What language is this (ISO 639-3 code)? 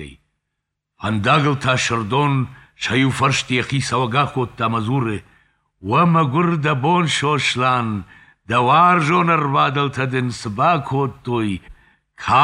oss